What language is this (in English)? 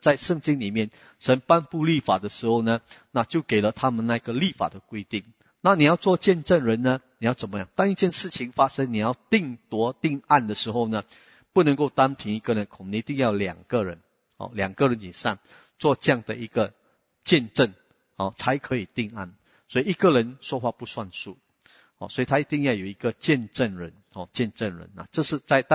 Chinese